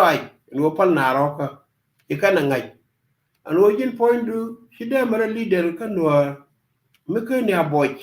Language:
Nuer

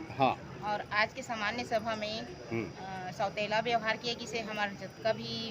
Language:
Chhattisgarhi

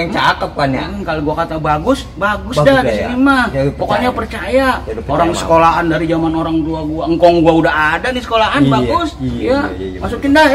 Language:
Betawi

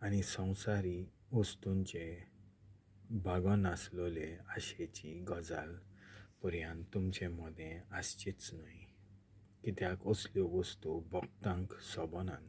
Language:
Konkani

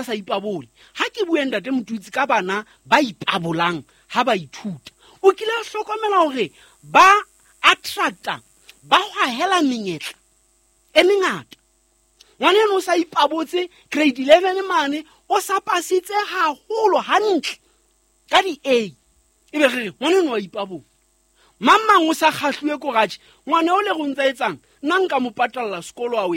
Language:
Southern Sotho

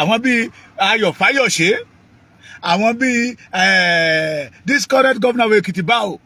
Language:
Yoruba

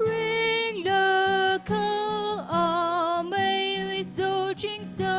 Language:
Tangkhul Naga (India)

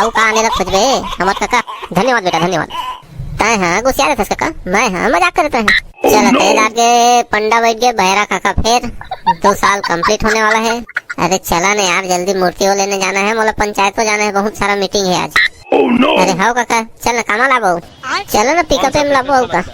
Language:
Chhattisgarhi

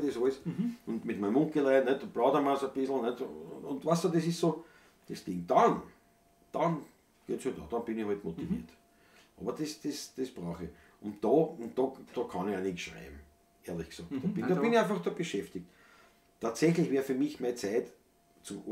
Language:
Bavarian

